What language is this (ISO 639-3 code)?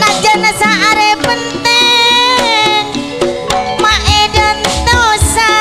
mad